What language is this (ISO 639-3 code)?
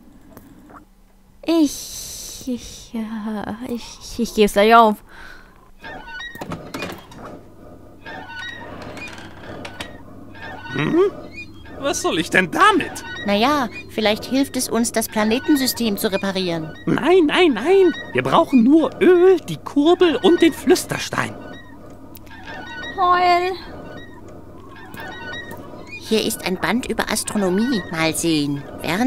deu